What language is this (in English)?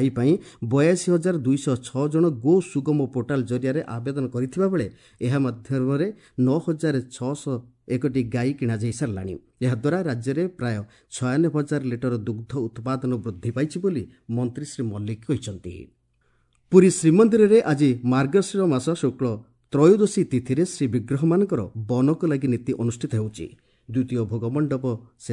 Odia